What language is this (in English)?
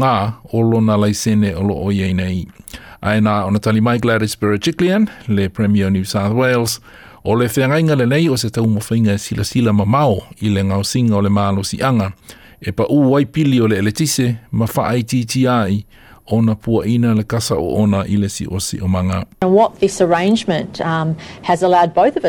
Samoan